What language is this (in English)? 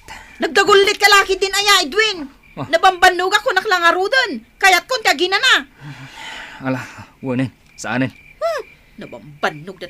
Iloko